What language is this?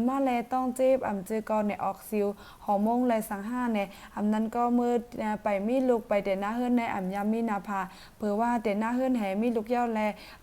Shan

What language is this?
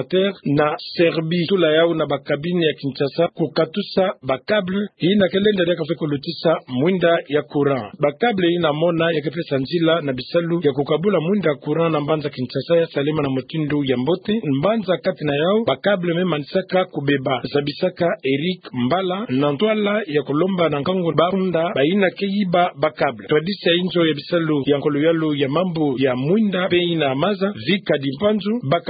Kituba (Democratic Republic of Congo)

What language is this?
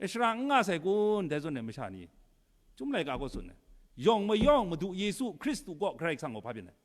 Kachin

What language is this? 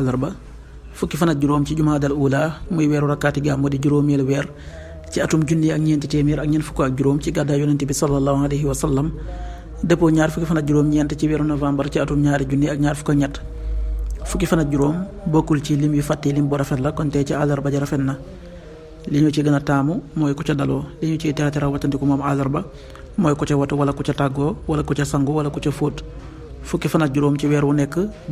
Wolof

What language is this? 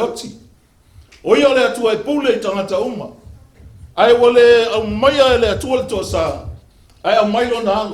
Samoan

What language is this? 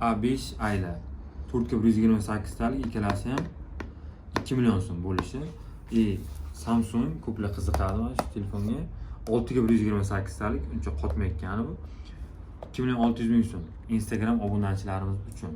Uzbek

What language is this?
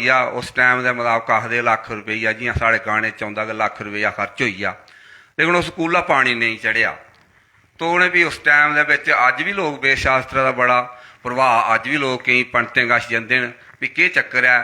Dogri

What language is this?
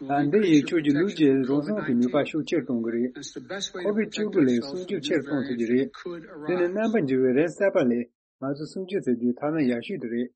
Tibetan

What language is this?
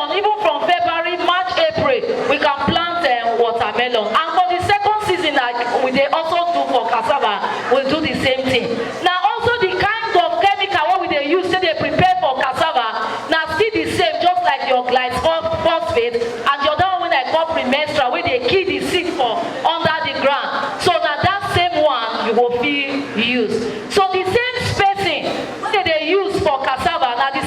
Nigerian Pidgin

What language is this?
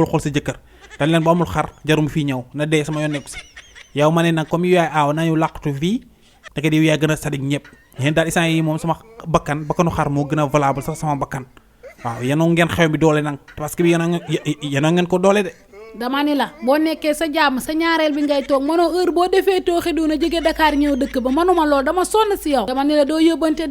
Wolof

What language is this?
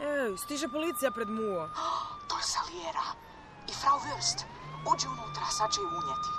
Serbian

